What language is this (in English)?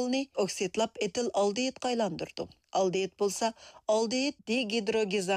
Uyghur